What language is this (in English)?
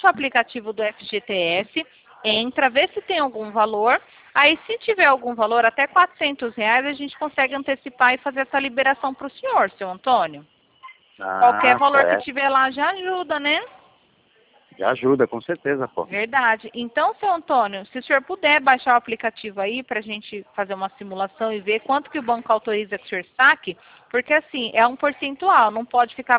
Portuguese